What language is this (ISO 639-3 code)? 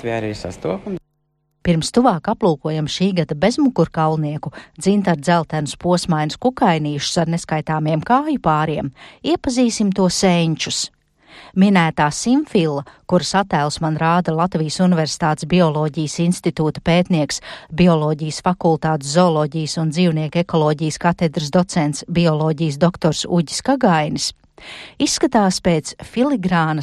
lav